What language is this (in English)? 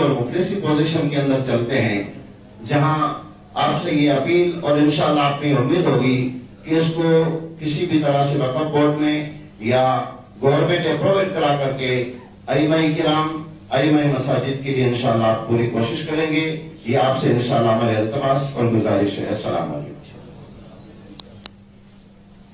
Urdu